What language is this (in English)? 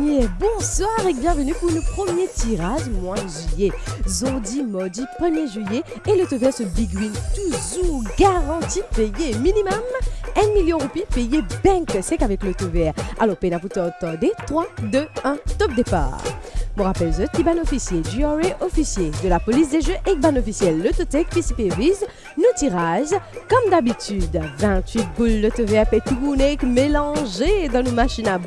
Morisyen